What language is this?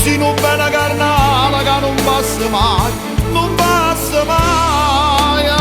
Neapolitan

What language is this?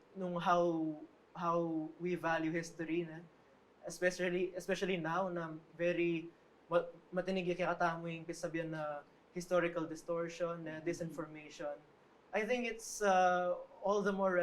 Pampanga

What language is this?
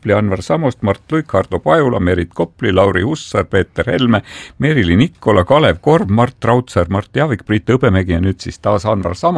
Estonian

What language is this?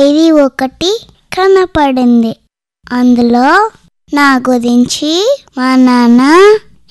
Telugu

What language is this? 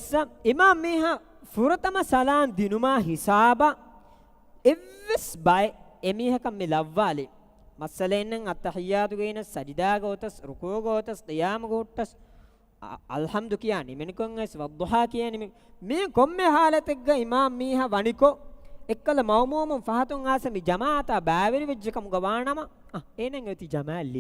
Divehi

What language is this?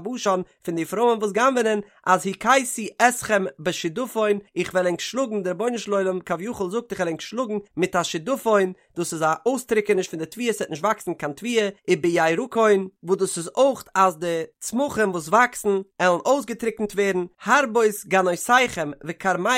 Yiddish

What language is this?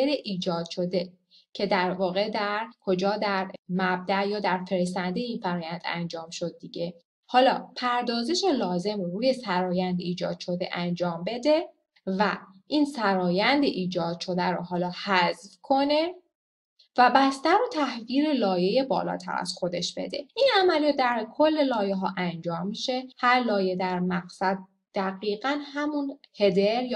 Persian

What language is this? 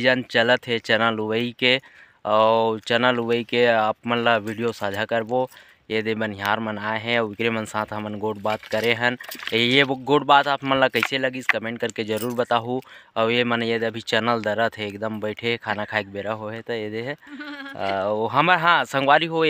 Chhattisgarhi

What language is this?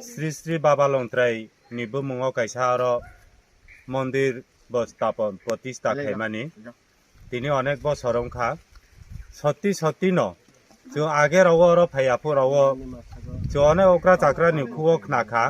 Kok Borok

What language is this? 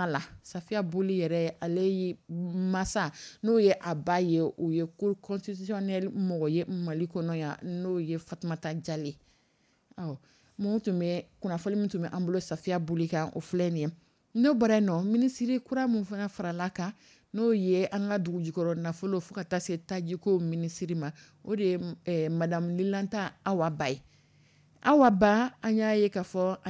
Dyula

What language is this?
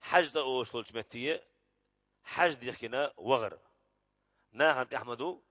Chechen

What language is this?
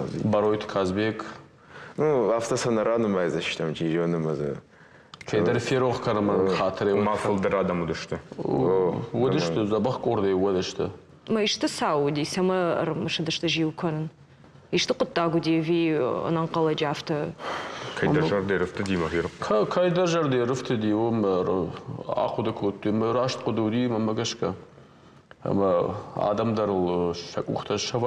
Ossetic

